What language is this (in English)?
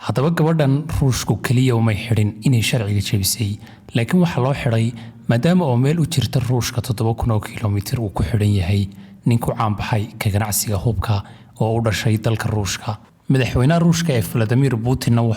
Somali